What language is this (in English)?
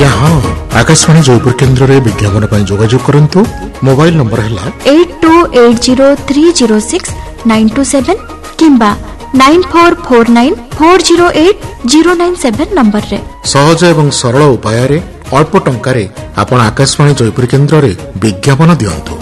Odia